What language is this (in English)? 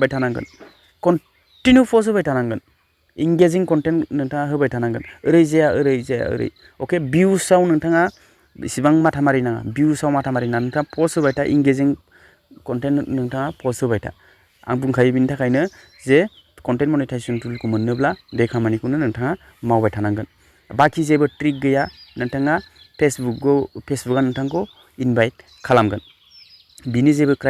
Bodo